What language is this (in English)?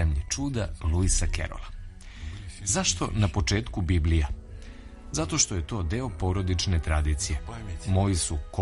Serbian